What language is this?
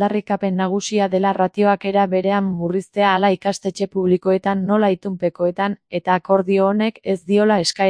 Basque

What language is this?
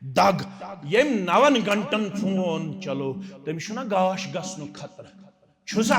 Kashmiri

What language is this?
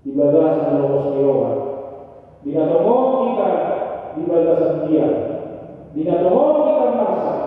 Batak Toba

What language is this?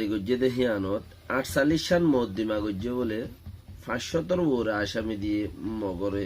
Rohingya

